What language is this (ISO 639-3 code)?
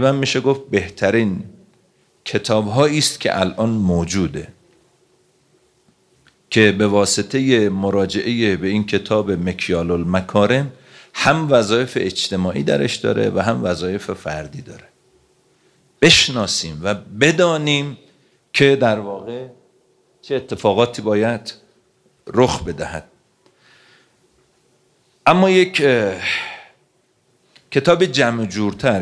fas